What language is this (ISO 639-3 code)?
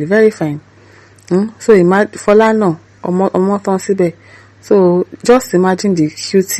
yor